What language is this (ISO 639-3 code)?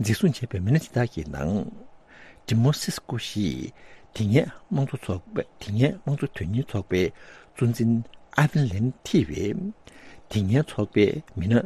bod